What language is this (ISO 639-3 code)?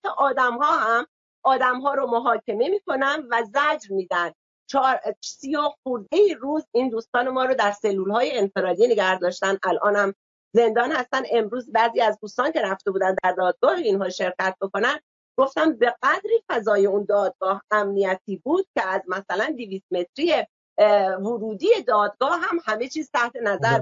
fas